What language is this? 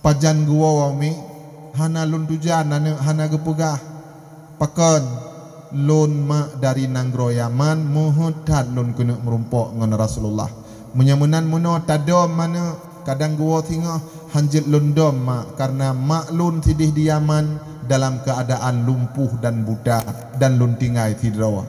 Achinese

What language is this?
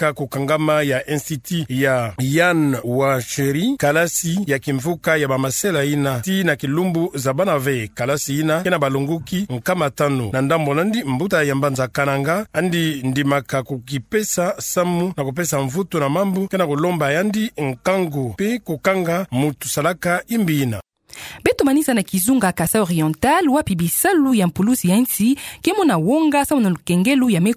Kituba (Democratic Republic of Congo)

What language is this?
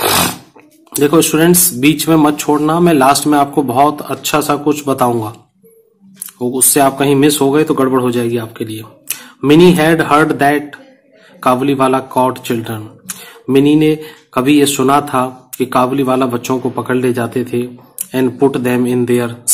Hindi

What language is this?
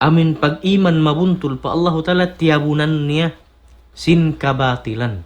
Tausug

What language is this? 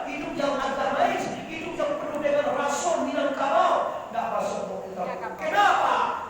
Minangkabau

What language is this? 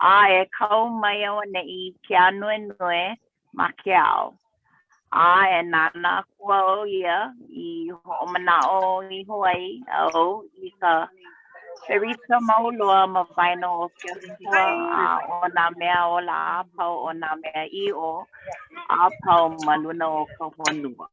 Hawaiian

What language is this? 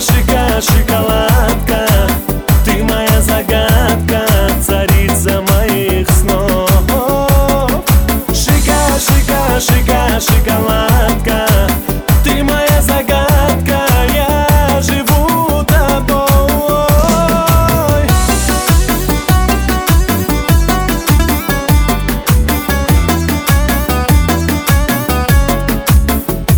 Russian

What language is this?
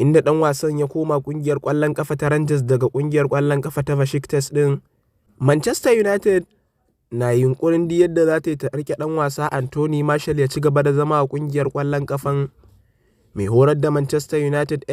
Hausa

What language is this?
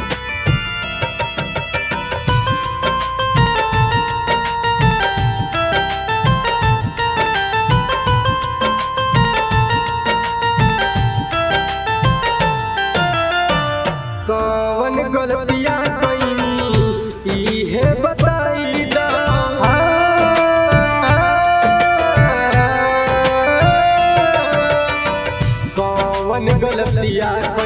Bhojpuri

